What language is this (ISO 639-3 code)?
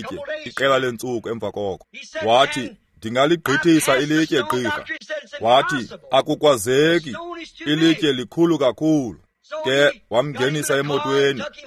xho